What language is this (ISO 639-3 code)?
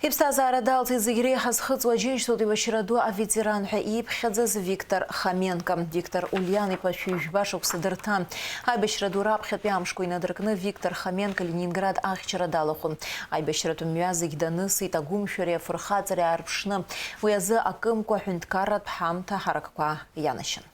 abk